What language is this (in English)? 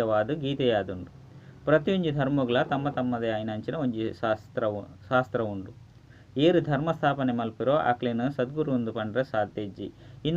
Tulu